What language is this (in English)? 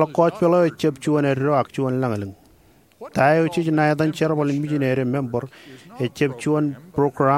Marshallese